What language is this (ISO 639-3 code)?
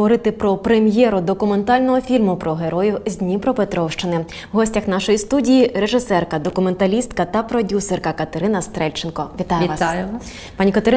ukr